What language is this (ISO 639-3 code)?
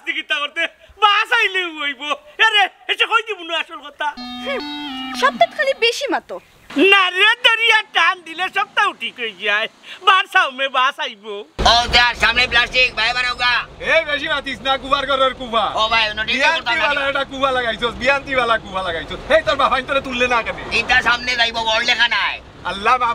syl